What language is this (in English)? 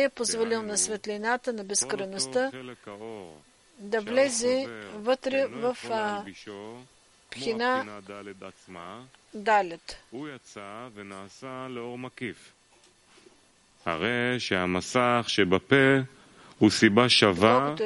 Bulgarian